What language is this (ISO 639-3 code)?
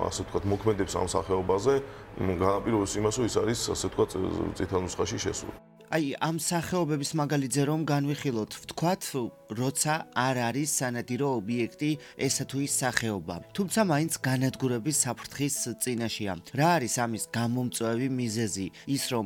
kat